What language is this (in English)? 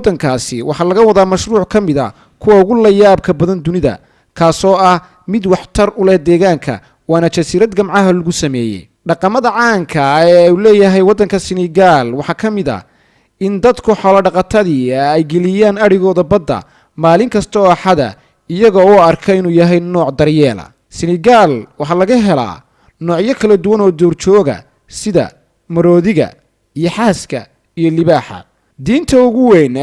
Somali